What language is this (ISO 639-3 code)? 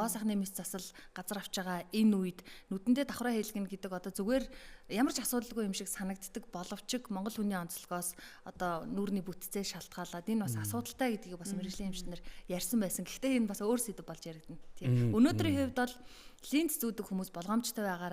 mon